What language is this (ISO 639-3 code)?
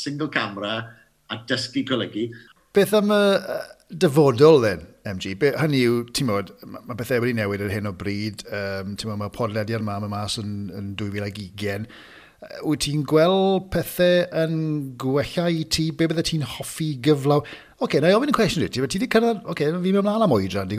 cym